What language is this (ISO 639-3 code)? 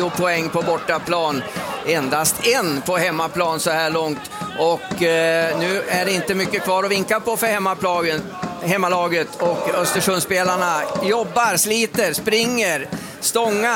swe